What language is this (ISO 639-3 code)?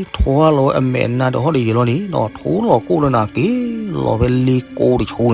ksw